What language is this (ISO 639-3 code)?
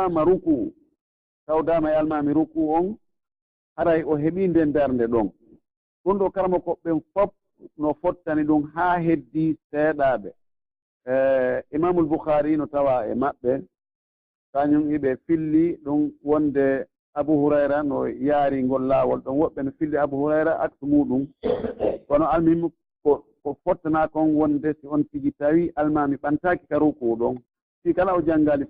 fuf